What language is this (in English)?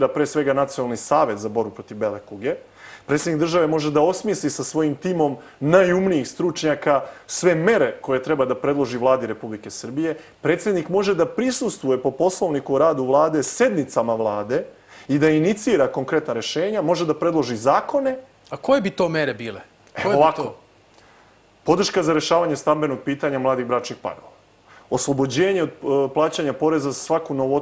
Serbian